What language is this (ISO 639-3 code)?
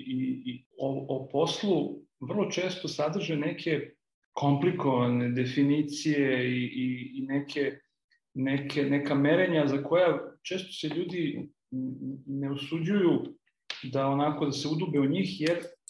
srp